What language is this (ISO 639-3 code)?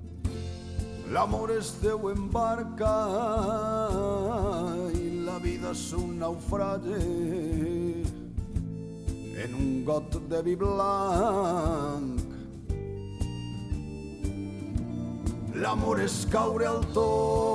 cat